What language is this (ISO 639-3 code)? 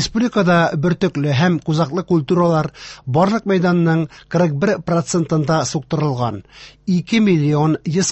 tat